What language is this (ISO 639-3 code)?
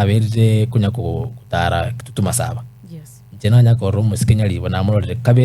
guz